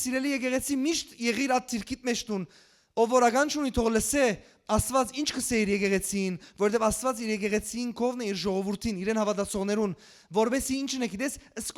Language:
Western Armenian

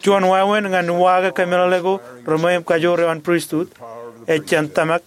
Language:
Marshallese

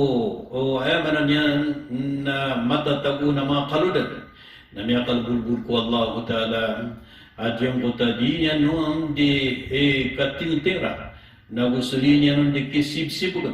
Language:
Maranao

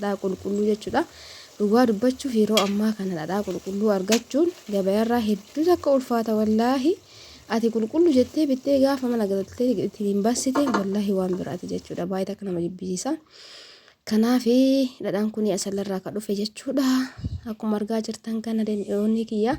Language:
Oromo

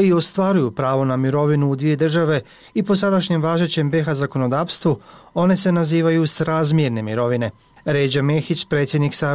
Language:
Bosnian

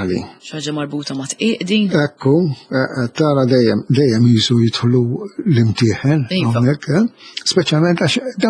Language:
Maltese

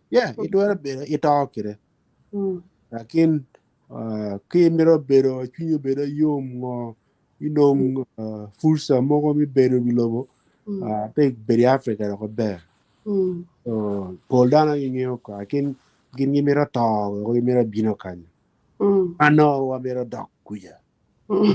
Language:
Acoli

